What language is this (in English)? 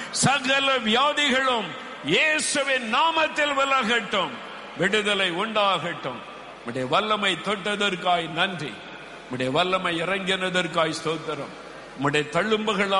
Tamil